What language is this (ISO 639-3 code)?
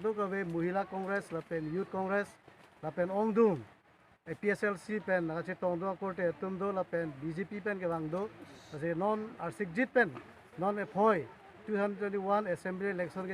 mjw